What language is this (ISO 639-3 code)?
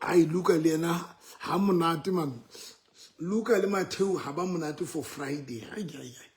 sot